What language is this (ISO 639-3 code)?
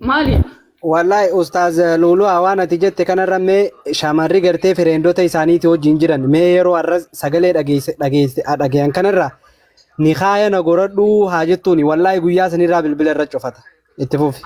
orm